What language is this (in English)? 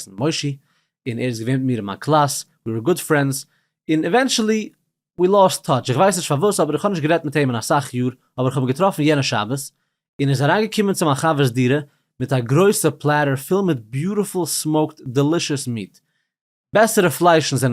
Yiddish